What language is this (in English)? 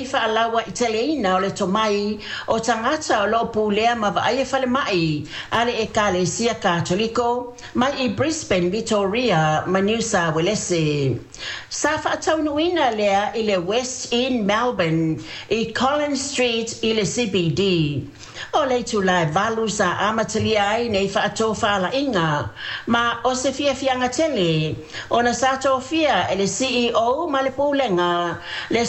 Samoan